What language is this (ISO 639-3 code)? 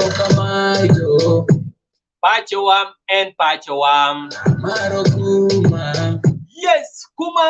kdi